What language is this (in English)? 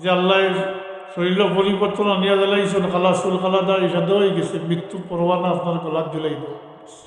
Sylheti